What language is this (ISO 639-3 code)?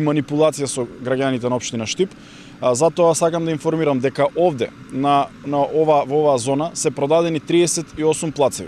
mkd